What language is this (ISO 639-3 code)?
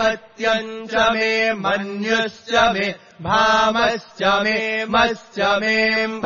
san